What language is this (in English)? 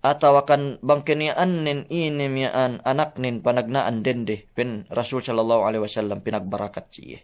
Yakan